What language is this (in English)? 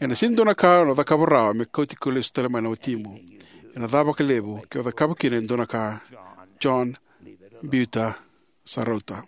Fijian